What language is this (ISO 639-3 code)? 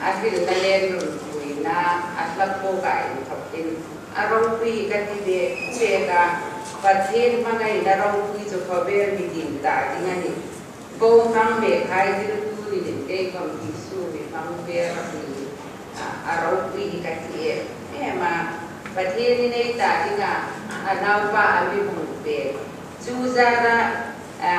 hmr